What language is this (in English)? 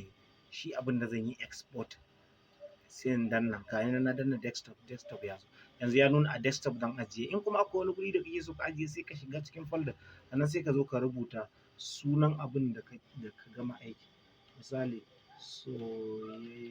Hausa